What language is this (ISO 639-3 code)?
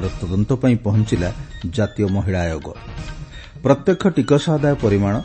ori